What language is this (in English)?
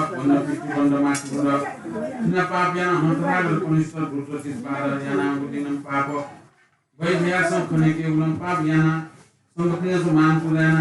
Newari